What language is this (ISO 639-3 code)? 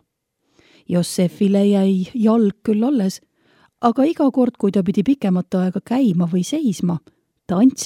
est